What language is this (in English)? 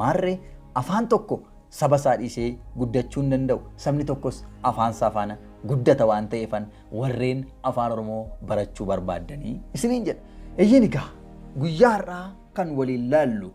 Oromo